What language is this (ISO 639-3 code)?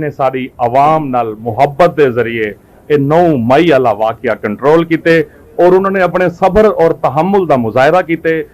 skr